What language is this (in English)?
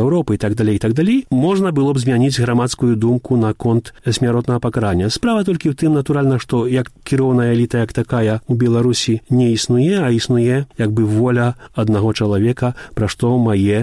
Belarusian